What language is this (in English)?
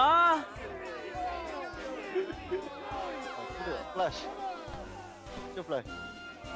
Malay